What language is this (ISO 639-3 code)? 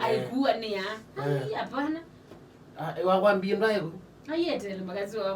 kam